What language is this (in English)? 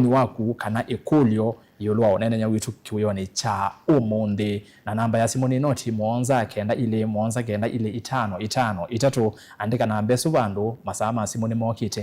Kamba